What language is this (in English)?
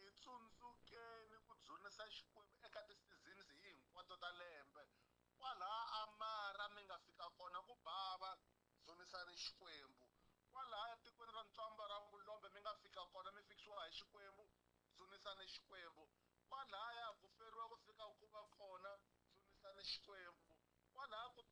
Tsonga